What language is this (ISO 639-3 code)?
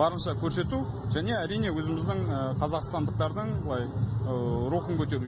kaz